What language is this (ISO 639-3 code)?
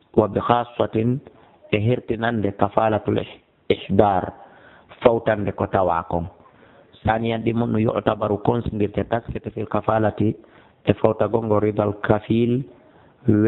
ful